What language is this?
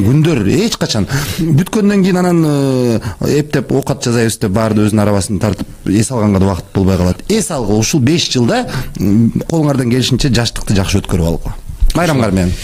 Kyrgyz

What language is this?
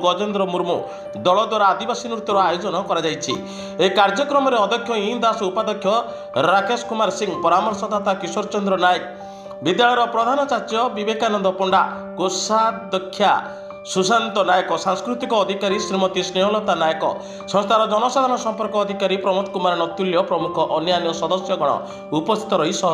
Odia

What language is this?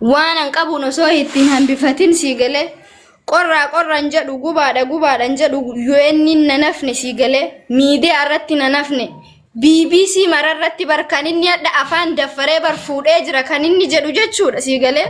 Oromo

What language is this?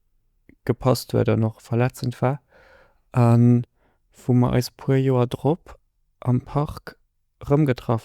Luxembourgish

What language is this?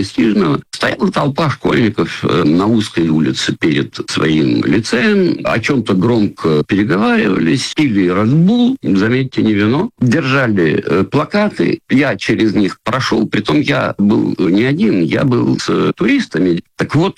Russian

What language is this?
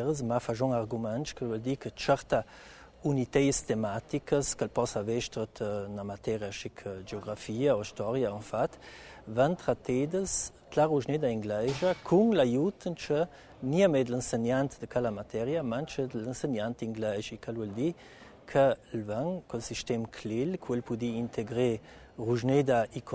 Italian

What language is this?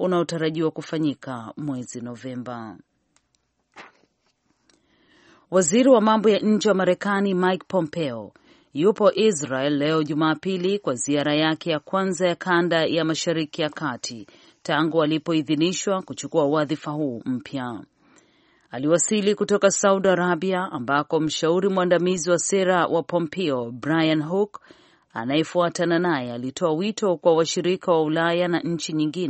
Swahili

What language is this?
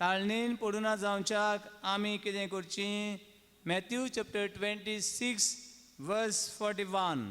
Konkani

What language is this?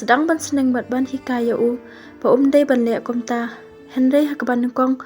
Khasi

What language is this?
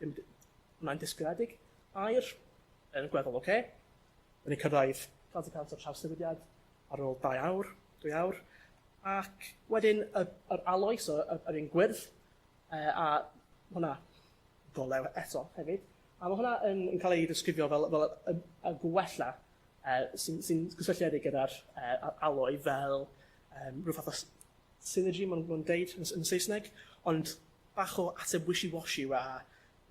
Welsh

